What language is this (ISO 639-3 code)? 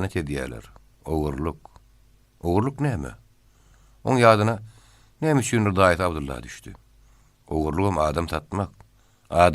tuk